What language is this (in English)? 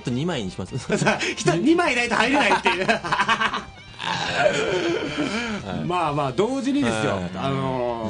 Japanese